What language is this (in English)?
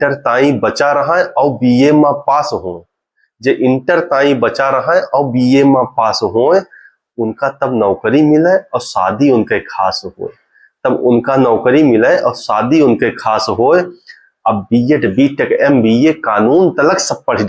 Awadhi